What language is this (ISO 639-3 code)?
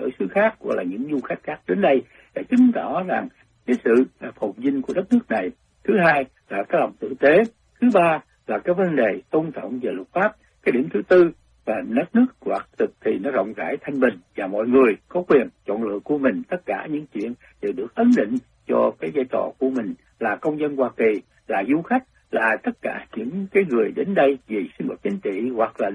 vie